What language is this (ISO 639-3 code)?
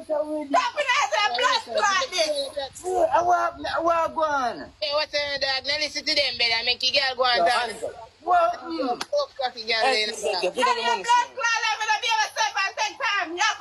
jam